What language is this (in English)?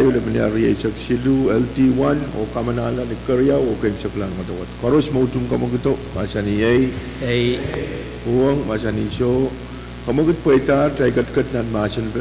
Pohnpeian